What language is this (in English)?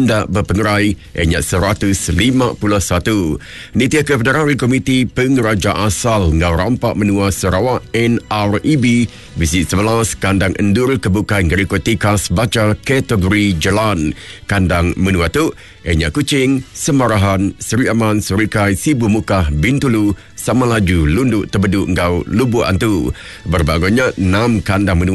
Iban